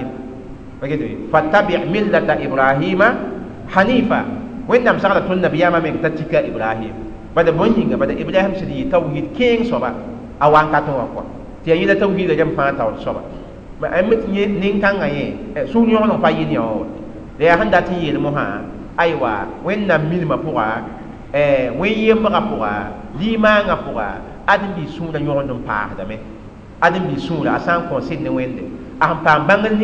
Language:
Mossi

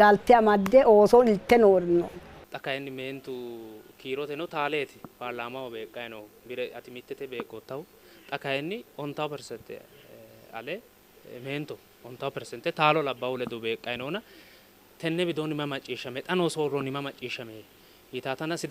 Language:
Sidamo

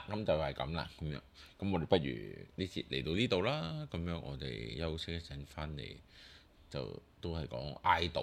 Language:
Cantonese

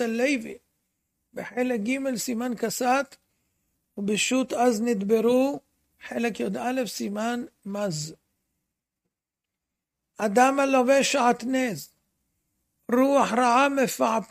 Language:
Hebrew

